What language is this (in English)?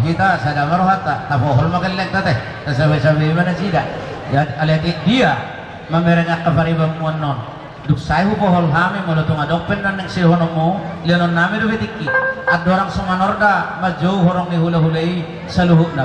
Batak Toba